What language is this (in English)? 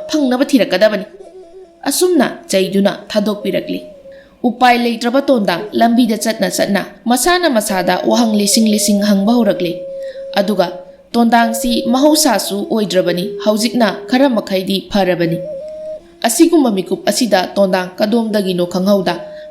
Manipuri